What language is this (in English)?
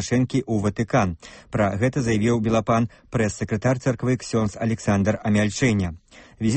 Belarusian